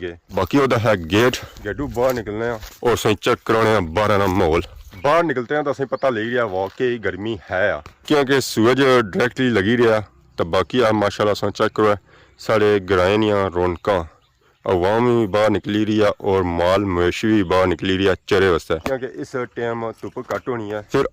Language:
Pahari-Potwari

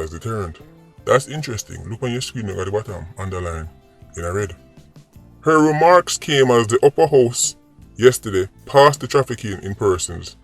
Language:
Jamaican Creole English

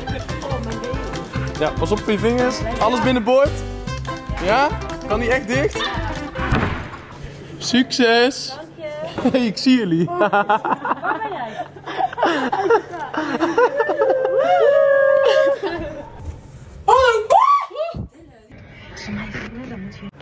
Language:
Dutch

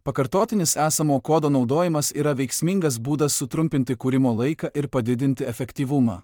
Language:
Lithuanian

